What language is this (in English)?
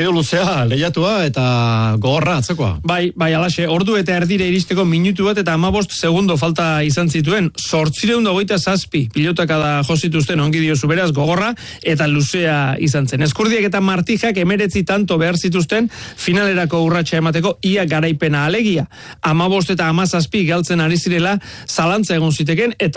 Basque